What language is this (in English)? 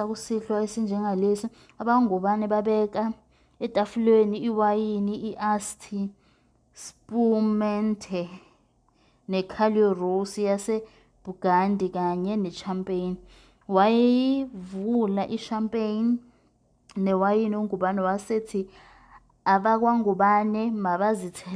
Zulu